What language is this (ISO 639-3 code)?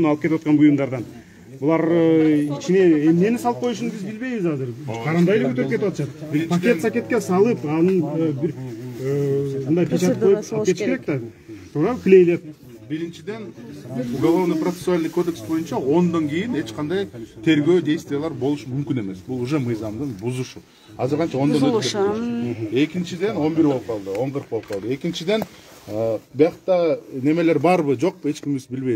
kir